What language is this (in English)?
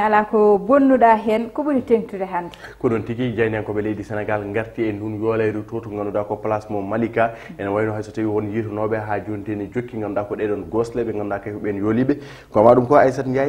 Fula